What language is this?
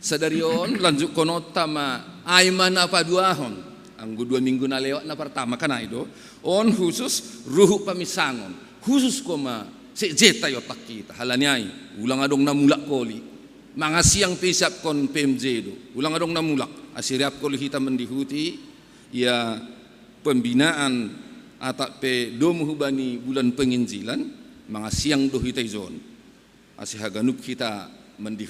Batak Simalungun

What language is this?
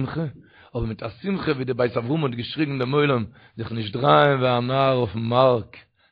Yiddish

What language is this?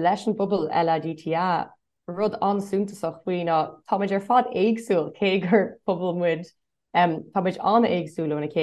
Irish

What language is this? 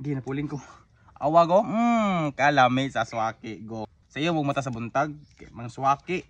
Cebuano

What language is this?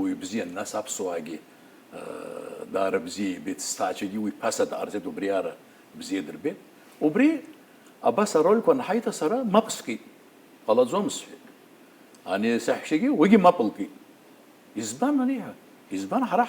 Abkhazian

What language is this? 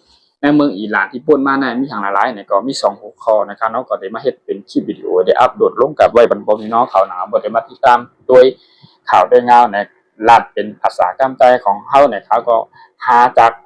Shan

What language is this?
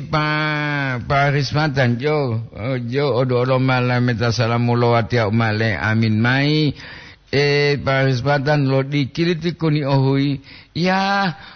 Gorontalo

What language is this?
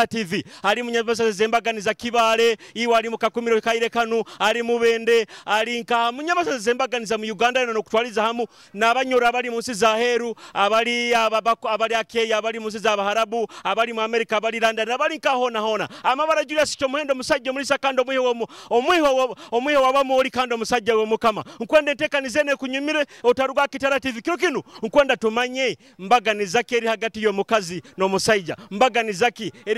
Nyoro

